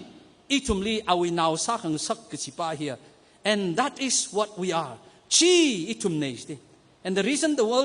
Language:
Tangkhul Naga (India)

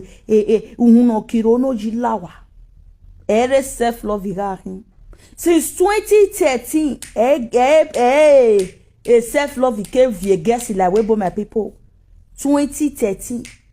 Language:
Nigerian Pidgin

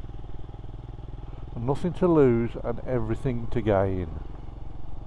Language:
English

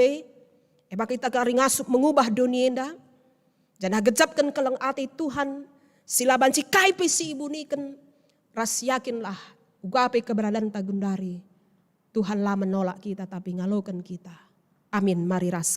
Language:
Batak Karo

